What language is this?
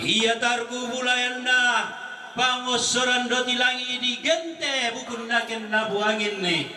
Toraja-Sa'dan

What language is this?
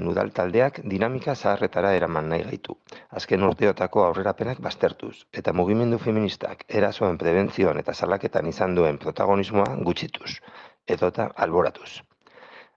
Basque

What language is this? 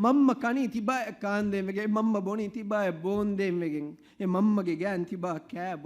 Divehi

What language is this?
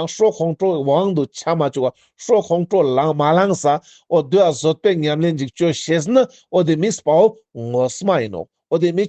Ladakhi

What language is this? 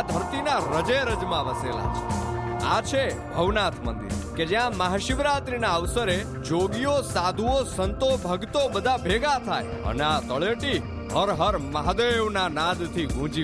Gujarati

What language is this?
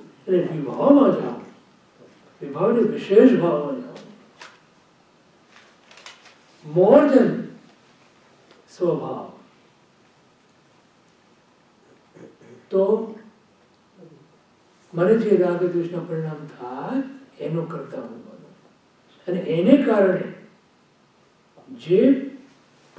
Gujarati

